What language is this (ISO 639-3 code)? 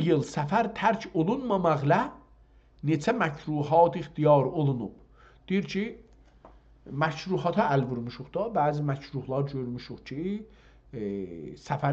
azb